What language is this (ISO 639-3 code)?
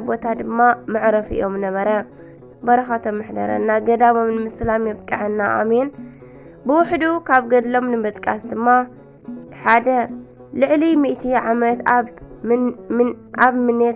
tir